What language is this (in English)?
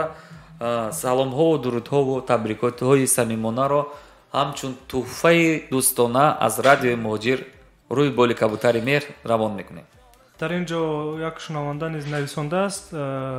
Tajik